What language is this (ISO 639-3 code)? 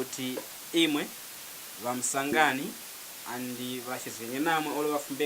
tum